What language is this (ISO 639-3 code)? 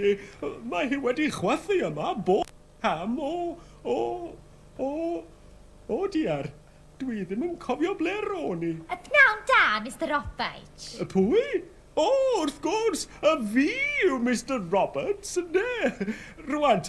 cym